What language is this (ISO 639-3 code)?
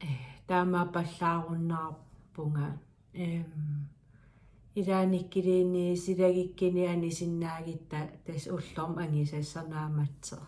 kal